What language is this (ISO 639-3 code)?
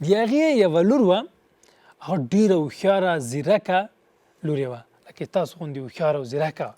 pus